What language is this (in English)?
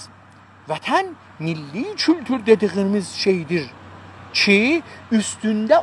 South Azerbaijani